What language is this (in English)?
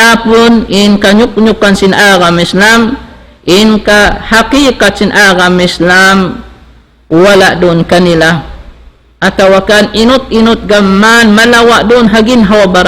Tausug